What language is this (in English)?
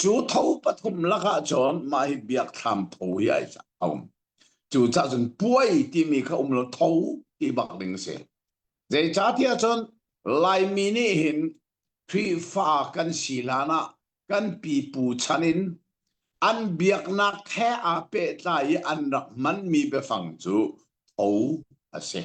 Hakha Chin